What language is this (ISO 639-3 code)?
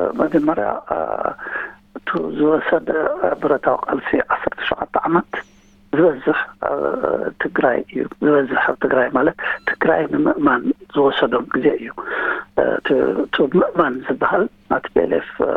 tir